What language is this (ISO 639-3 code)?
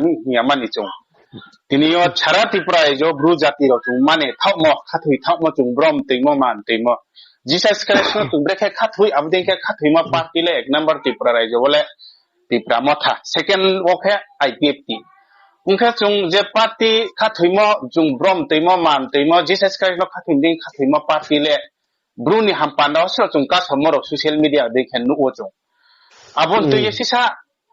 ria